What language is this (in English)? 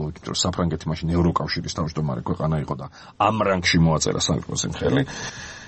Georgian